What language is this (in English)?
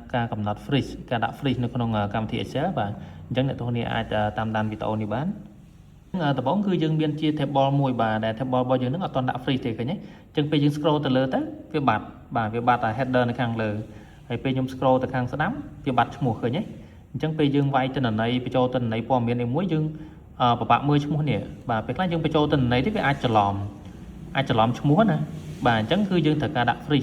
Khmer